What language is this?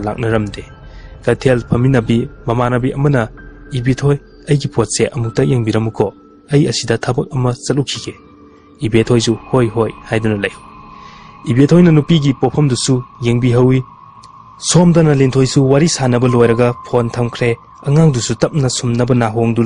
Manipuri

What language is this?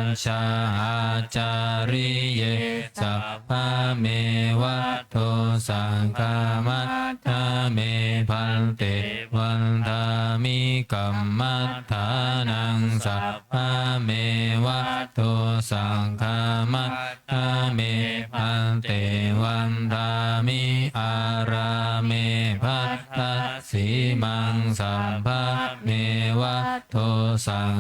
Pali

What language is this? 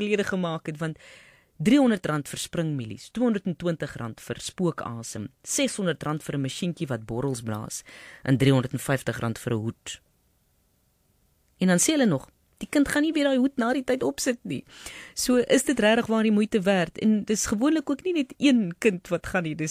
Afrikaans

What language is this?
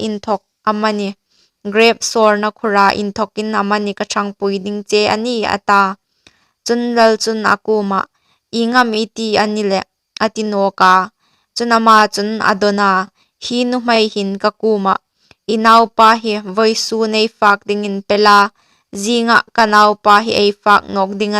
Hmar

